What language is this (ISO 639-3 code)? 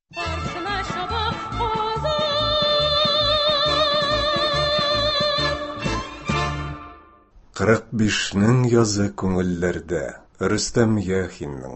tat